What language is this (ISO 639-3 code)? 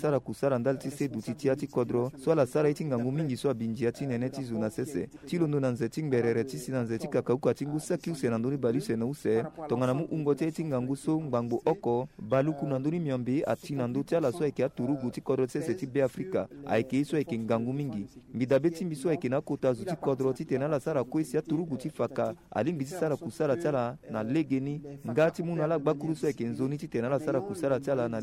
sag